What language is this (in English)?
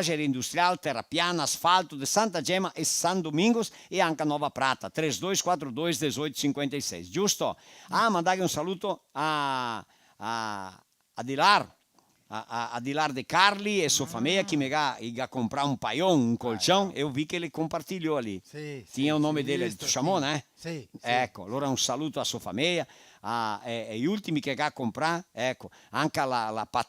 Venetian